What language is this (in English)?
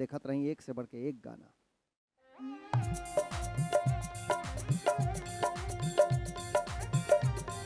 Bhojpuri